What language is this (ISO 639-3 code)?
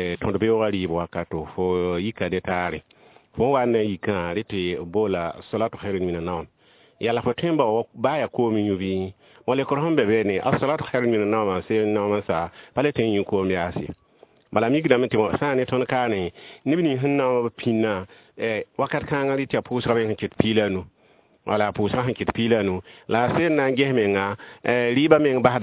mos